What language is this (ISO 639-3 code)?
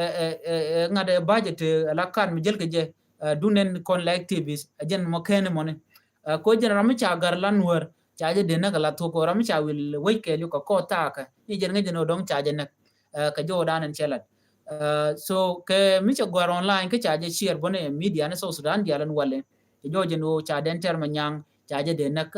nus